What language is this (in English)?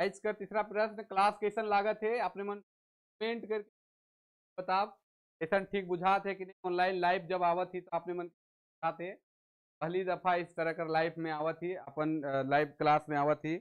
Sadri